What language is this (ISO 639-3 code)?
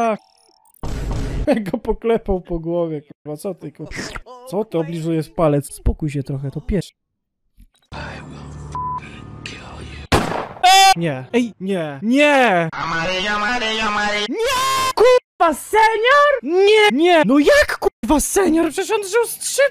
pol